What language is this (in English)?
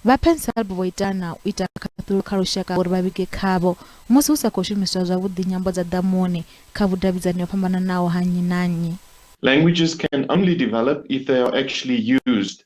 Venda